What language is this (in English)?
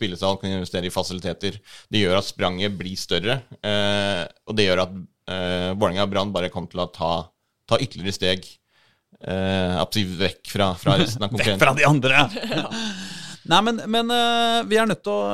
Norwegian